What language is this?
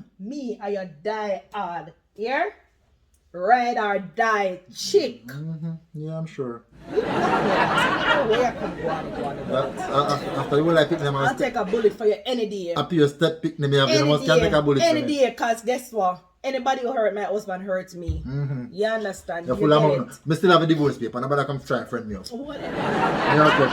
Jamaican Creole English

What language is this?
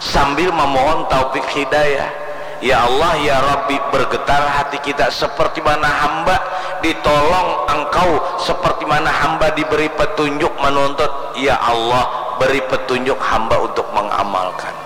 Banjar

